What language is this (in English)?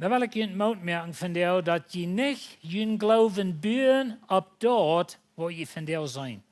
Plautdietsch